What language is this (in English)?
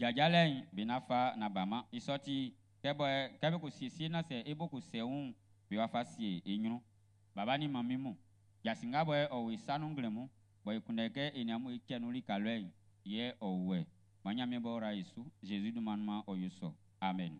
Baoulé